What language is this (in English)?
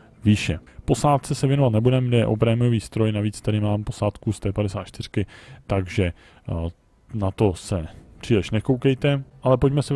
Czech